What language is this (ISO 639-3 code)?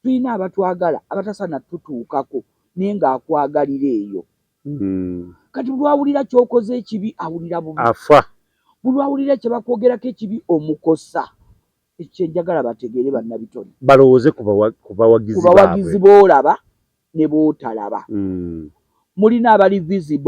lug